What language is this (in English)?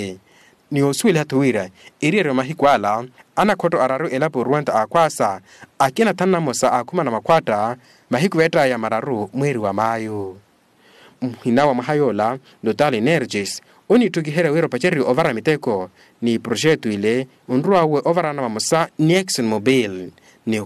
Makhuwa